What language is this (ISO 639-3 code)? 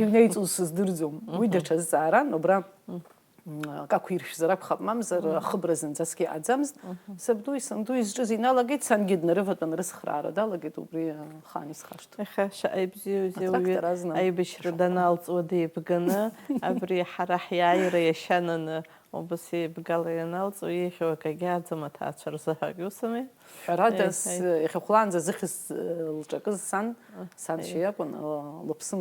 abk